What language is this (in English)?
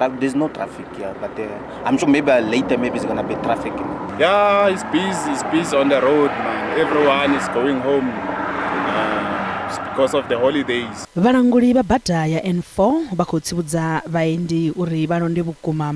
Venda